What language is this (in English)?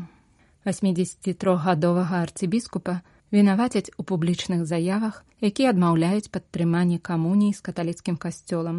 Belarusian